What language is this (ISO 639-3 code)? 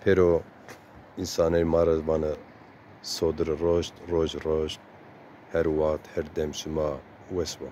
zza